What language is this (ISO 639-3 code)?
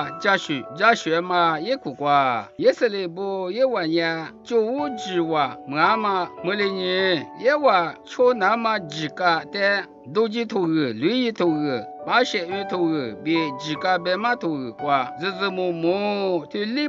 lis